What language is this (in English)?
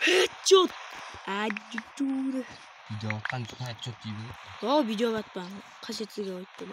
Kara-Kalpak